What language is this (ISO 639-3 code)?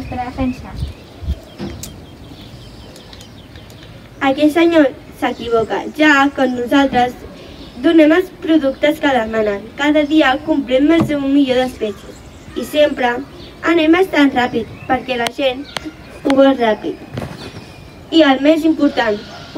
cat